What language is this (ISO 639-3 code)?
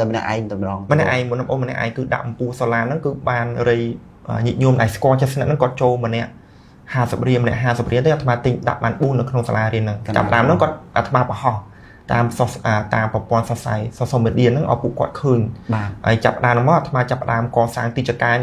khm